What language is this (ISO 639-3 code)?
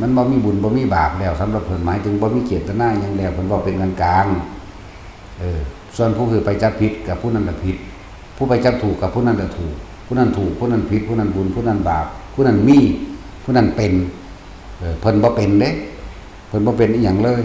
tts